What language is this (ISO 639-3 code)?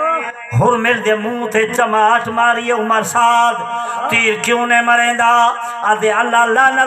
skr